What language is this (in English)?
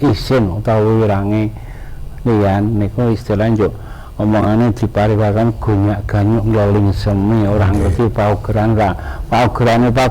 Javanese